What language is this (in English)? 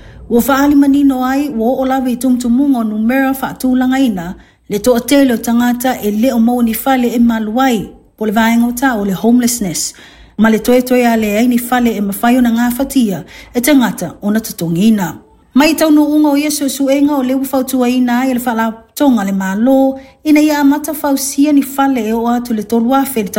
Samoan